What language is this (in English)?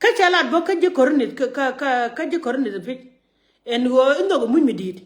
Nuer